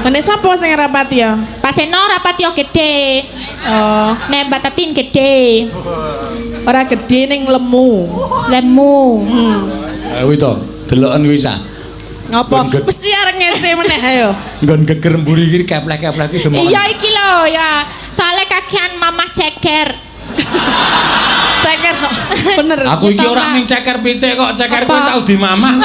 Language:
Javanese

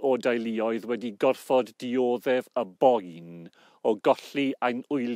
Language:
Welsh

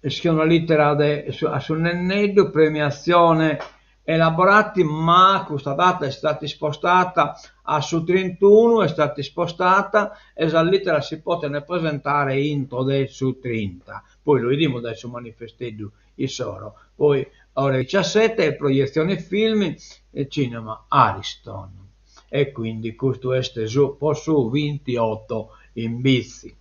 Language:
Sardinian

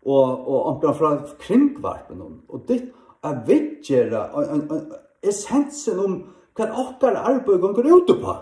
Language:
Faroese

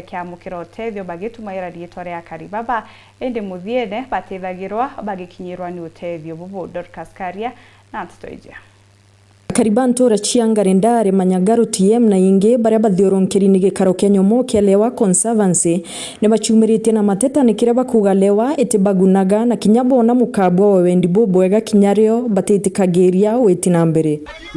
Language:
Meru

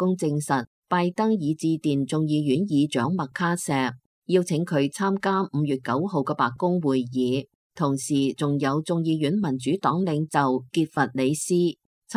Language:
Cantonese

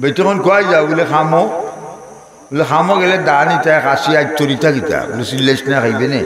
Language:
Sylheti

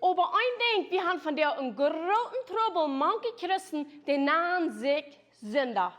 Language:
Plautdietsch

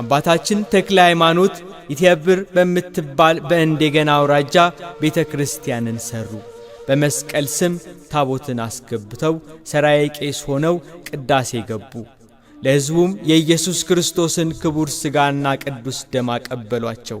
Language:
Amharic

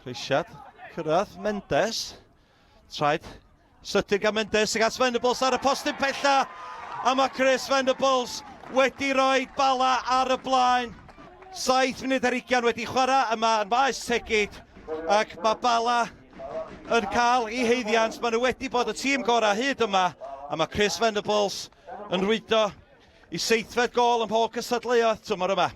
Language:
Welsh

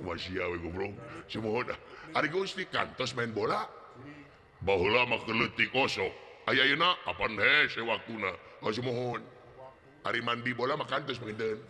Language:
Sundanese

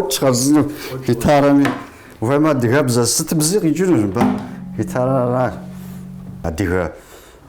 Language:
Kabardian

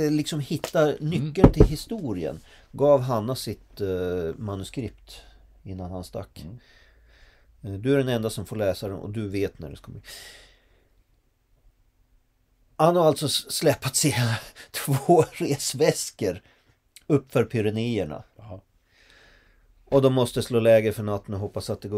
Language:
Swedish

